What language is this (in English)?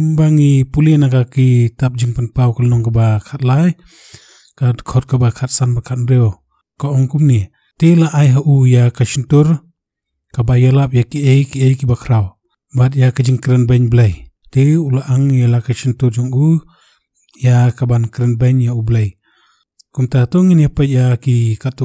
Khasi